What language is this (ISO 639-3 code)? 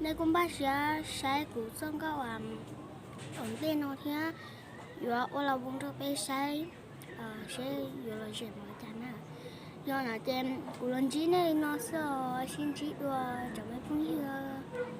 hmn